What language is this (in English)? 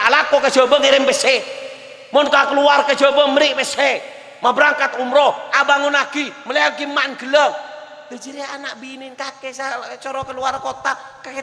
Madurese